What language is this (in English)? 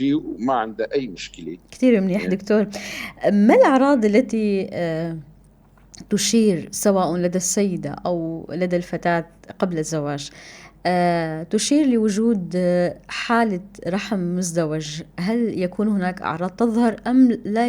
North Levantine Arabic